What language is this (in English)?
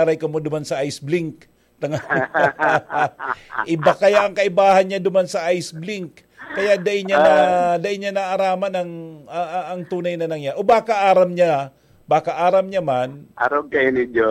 Bikol